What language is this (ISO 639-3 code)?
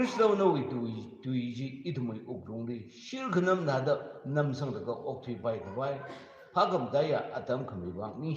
nmf